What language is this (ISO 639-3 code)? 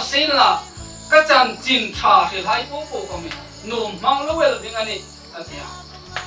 hmr